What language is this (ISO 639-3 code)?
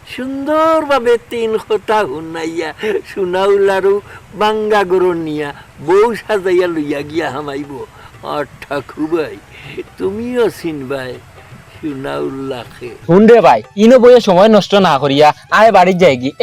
syl